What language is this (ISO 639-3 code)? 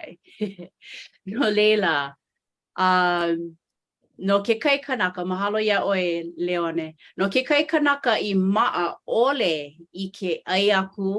haw